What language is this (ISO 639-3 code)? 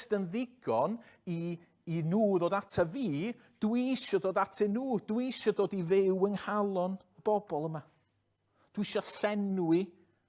cym